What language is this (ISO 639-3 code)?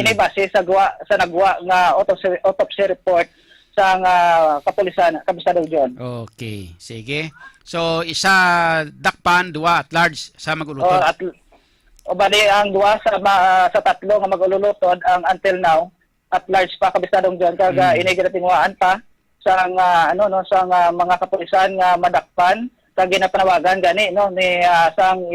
hil